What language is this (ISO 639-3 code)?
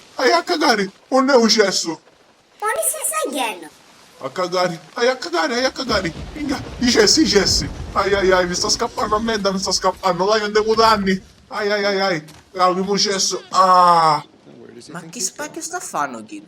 scn